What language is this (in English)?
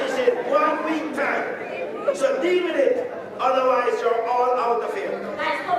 Jamaican Creole English